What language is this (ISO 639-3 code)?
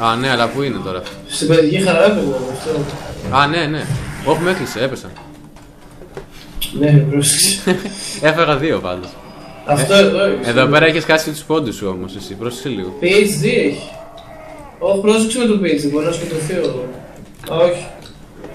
ell